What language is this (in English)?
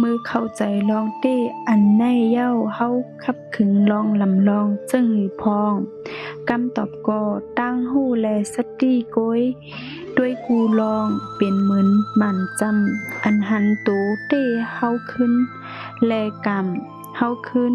Shan